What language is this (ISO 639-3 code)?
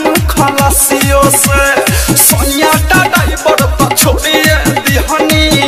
bho